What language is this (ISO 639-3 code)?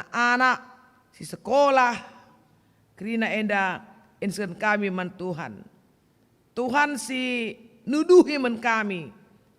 btx